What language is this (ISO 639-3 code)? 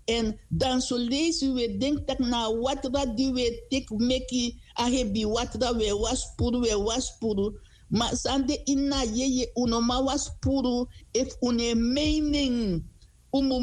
srn